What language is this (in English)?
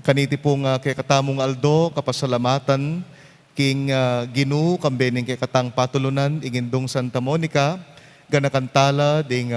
Pampanga